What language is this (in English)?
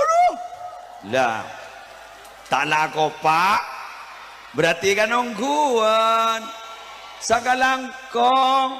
Madurese